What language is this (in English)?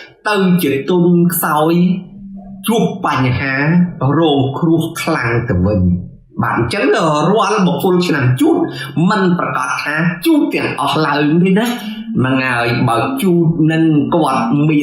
Khmer